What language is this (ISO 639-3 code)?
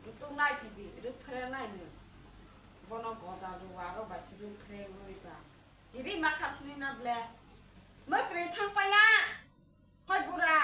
trp